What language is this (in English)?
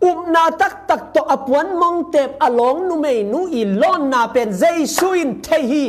Tedim Chin